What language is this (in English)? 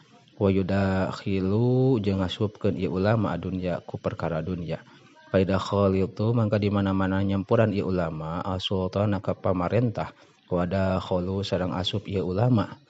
Sundanese